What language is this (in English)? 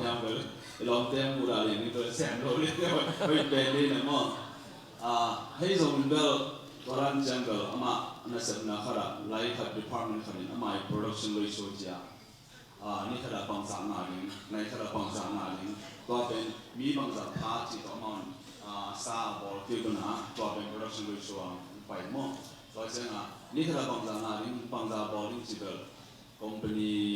Tedim Chin